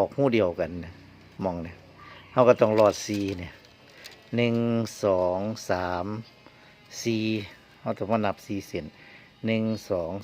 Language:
Northeastern Thai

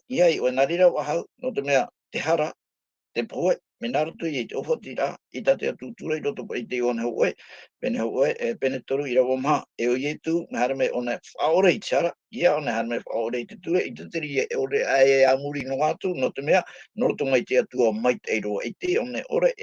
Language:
Tahitian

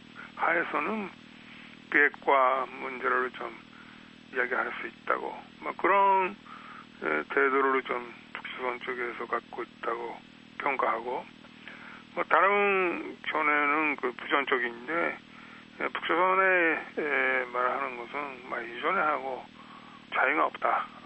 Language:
Korean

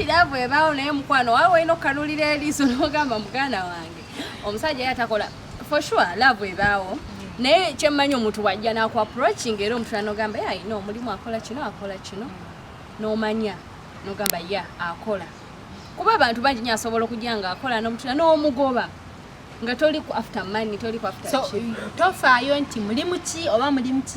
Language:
Ganda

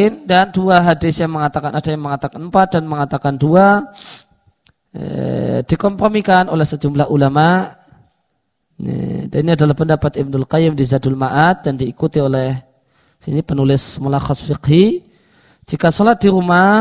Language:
Indonesian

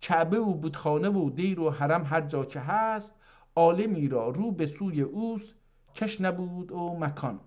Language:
South Azerbaijani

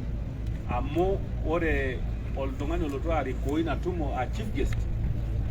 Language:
Masai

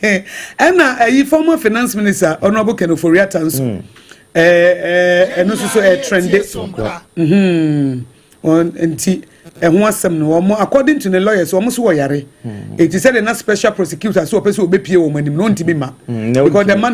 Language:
Akan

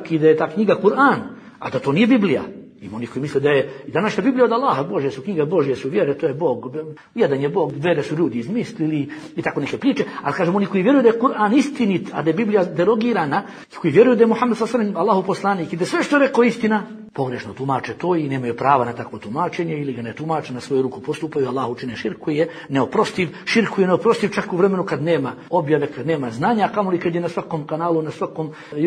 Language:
Bosnian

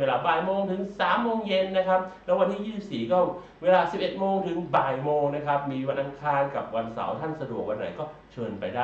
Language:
Thai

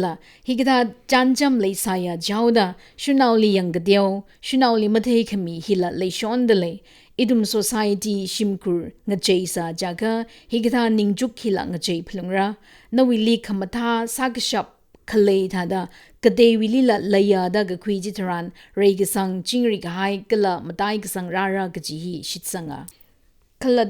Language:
Tangkhul Naga (India)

